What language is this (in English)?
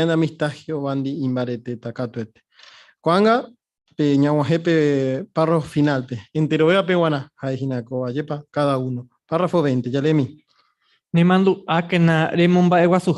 Guarani